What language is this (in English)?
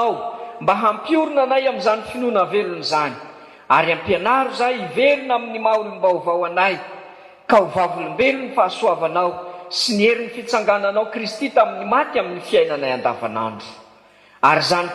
Malagasy